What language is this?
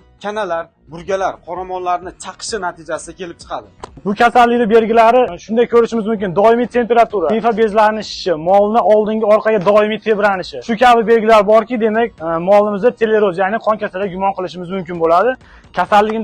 Uzbek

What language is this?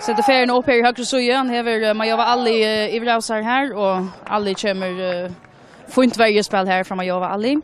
Faroese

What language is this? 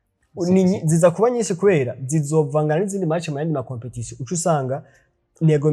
Rundi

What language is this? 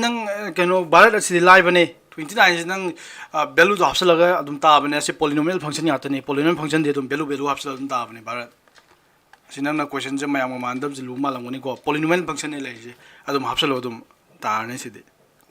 Manipuri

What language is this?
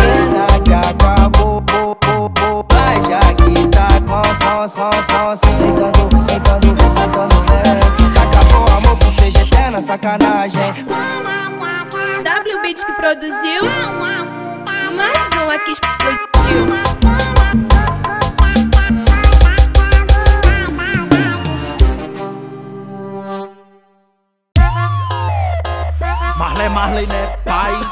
Portuguese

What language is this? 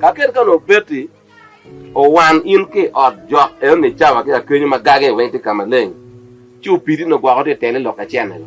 Acoli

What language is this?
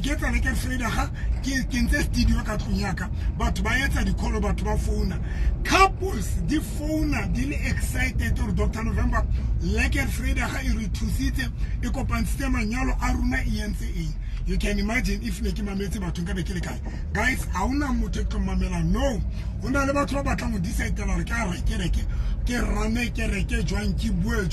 Tswana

